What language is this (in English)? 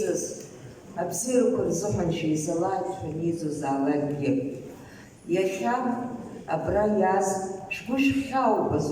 Abkhazian